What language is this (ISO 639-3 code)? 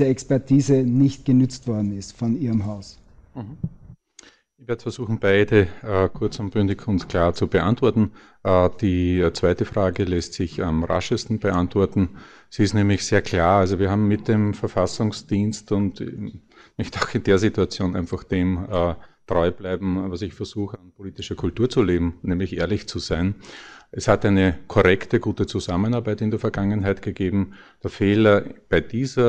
deu